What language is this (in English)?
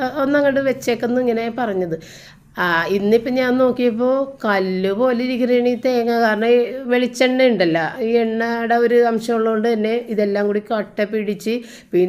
Malayalam